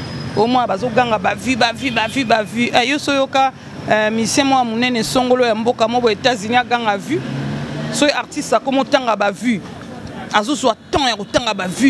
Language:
Lingala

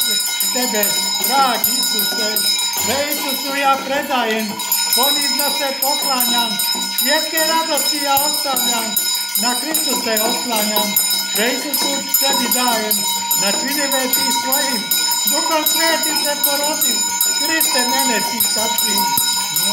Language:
Croatian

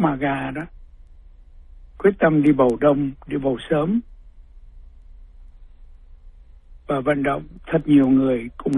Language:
Vietnamese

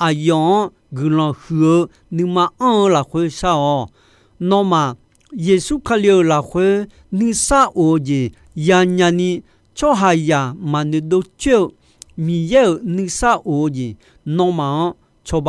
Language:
Akha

